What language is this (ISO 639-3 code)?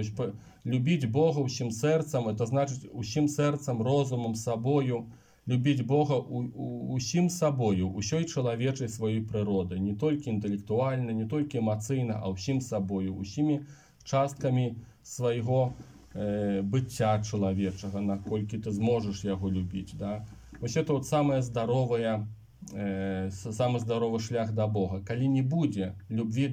bel